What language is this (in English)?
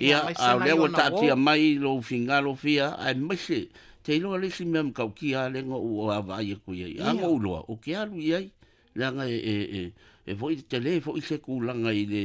Samoan